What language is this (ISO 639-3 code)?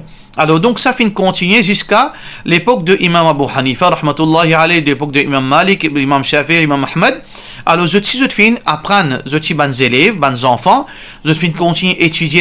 mfe